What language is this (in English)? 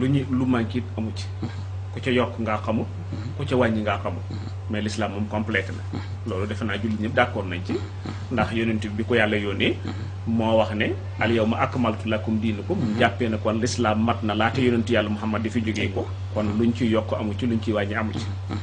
Wolof